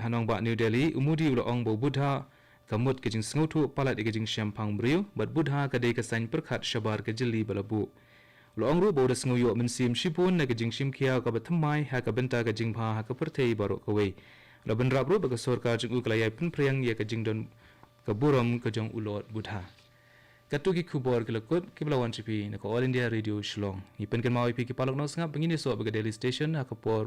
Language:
Khasi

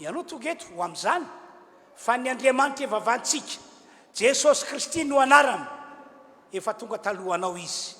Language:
Malagasy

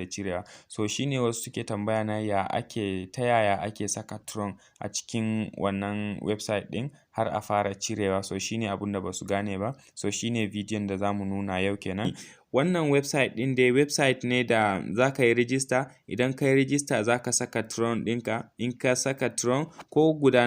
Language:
Hausa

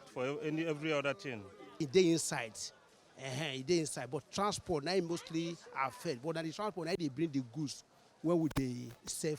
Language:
Nigerian Pidgin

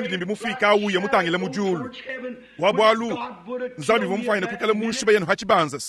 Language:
Luba-Lulua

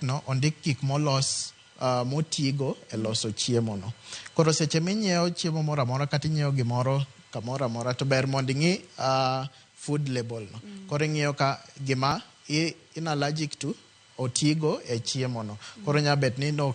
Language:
Luo (Kenya and Tanzania)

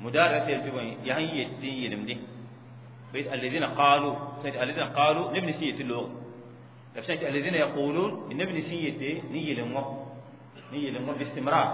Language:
Mossi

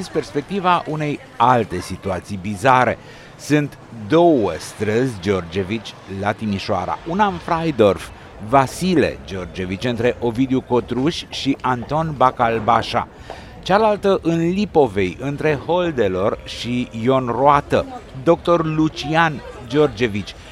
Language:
Romanian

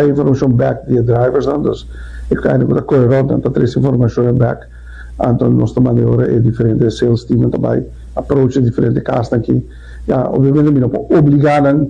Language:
Papiamento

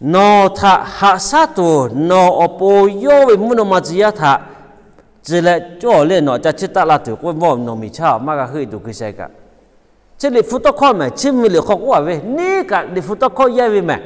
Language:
Lahu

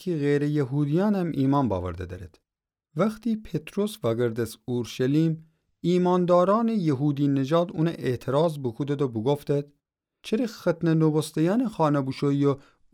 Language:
Gilaki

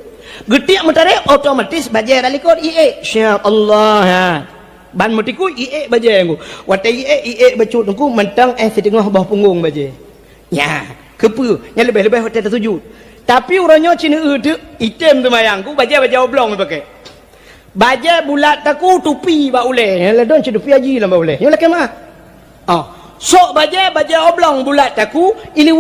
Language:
Achinese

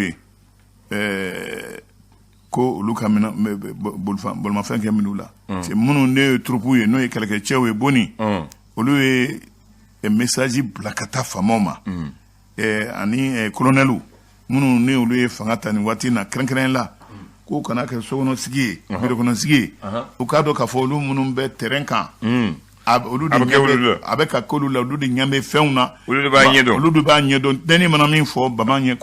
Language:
Bambara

